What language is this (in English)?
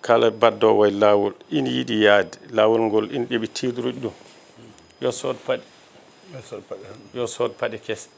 Fula